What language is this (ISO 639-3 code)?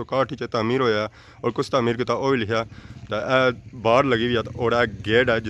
phr